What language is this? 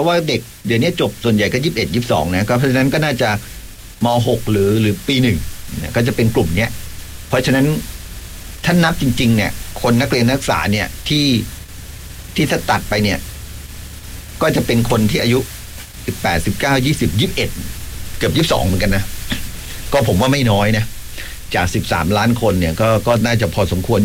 Thai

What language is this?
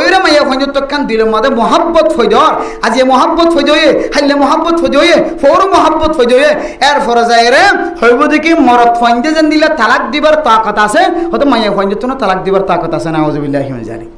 Rohingya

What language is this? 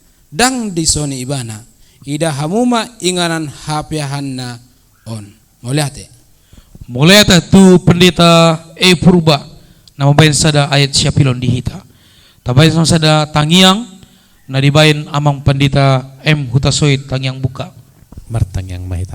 Batak Toba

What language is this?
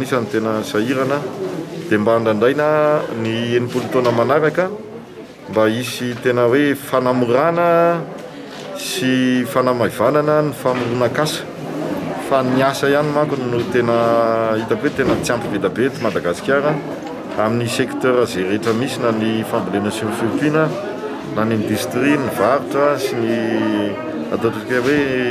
Malagasy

